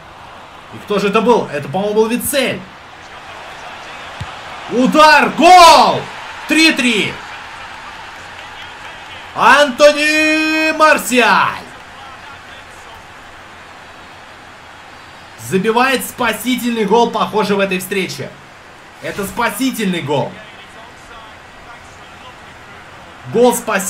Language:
Russian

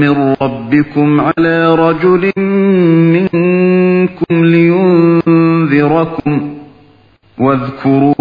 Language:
Uyghur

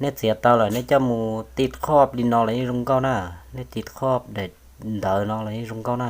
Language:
Hmong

